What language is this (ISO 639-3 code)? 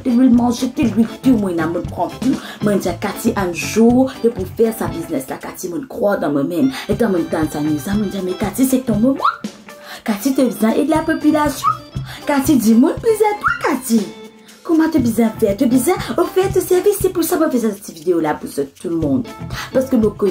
mfe